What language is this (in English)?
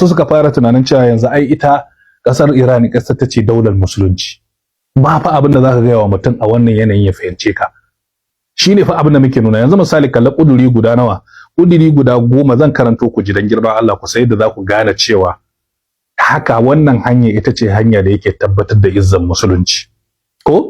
Hausa